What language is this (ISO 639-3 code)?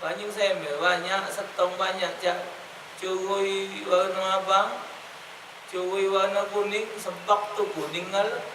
mui